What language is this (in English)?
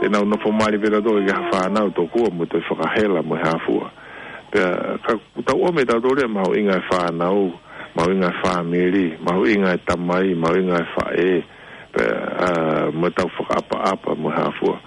Tongan